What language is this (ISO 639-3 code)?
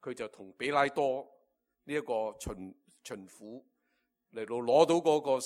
yue